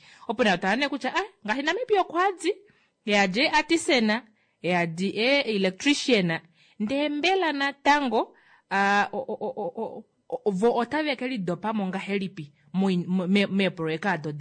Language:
Kuanyama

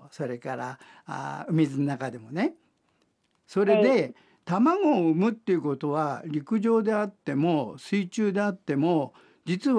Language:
Japanese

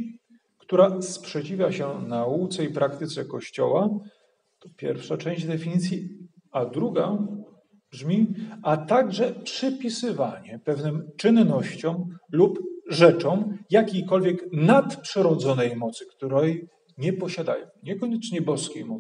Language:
Polish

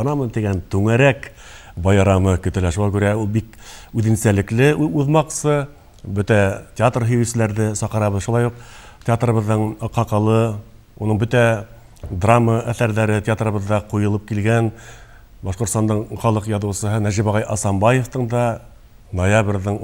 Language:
Bashkir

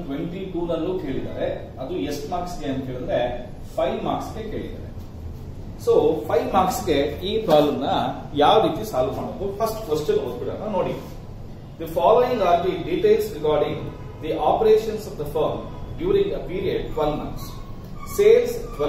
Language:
Kannada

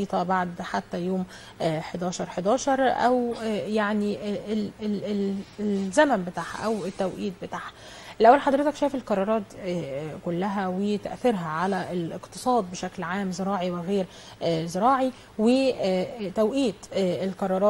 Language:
Egyptian Arabic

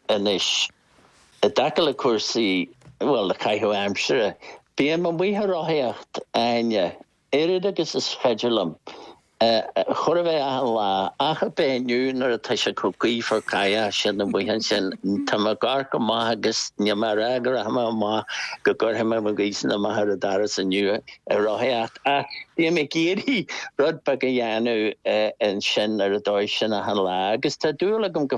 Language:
Irish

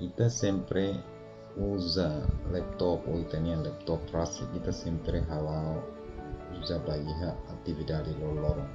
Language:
Tetum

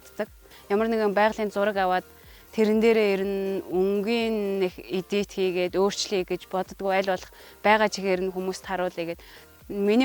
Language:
Mongolian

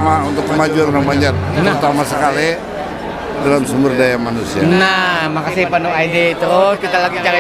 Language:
Banjar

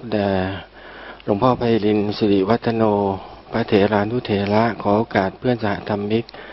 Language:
Thai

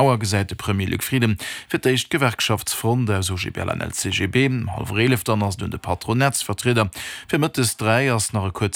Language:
Luxembourgish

